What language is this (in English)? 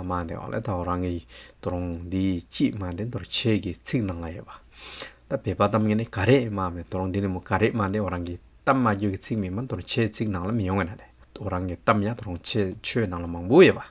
Hyolmo